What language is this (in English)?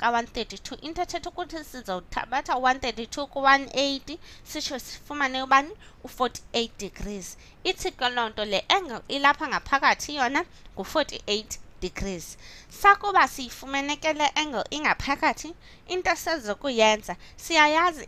Xhosa